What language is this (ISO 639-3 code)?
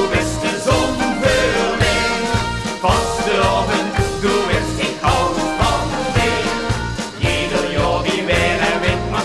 lim